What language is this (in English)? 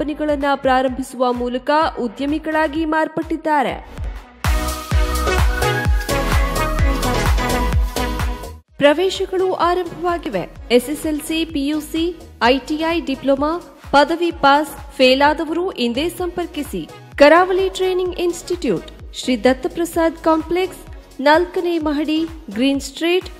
Kannada